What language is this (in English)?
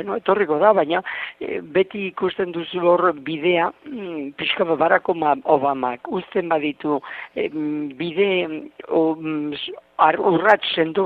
Basque